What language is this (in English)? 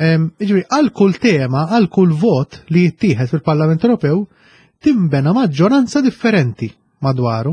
Maltese